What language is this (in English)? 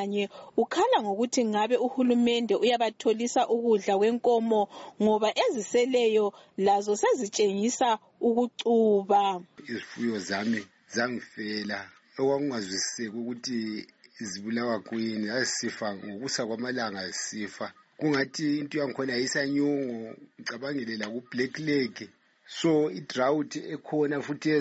North Ndebele